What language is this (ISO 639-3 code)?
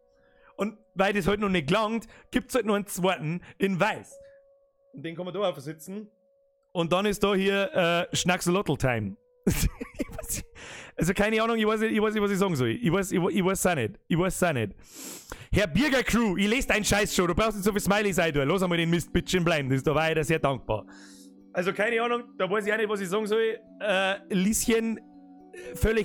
bar